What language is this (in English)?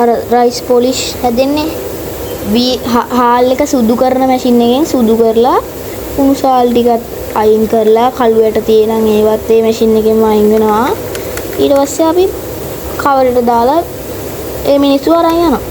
Sinhala